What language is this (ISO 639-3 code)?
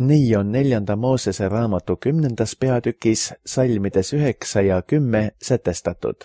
est